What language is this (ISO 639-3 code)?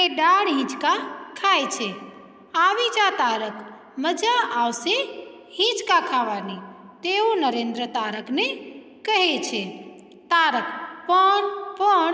guj